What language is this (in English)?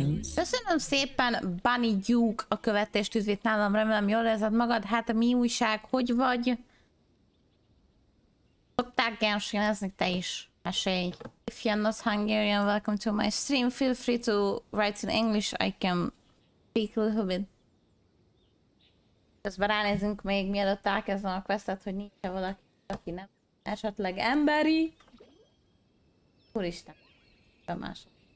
Hungarian